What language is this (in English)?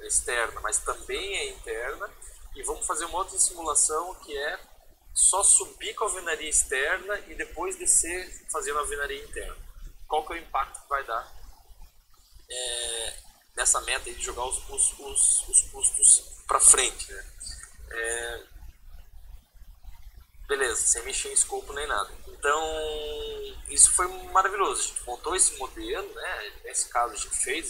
Portuguese